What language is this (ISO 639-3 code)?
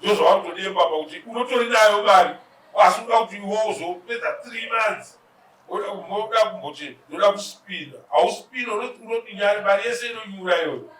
sna